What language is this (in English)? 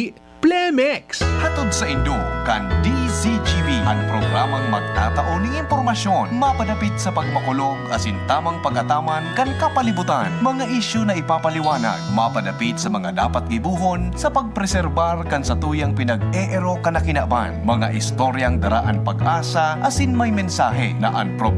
Bikol